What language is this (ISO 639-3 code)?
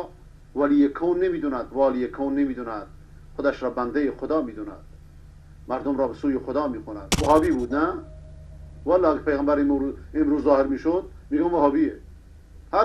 fas